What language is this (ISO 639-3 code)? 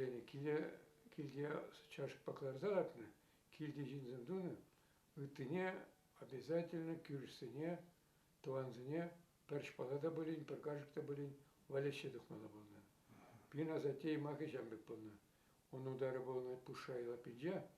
chv